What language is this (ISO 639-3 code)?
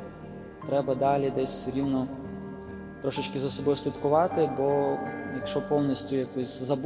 ukr